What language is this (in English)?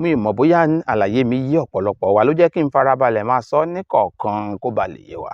Yoruba